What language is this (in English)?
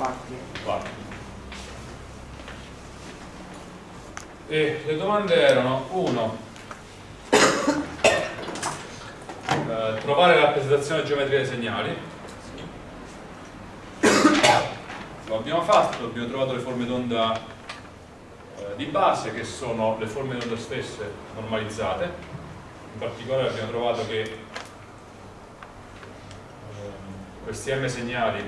Italian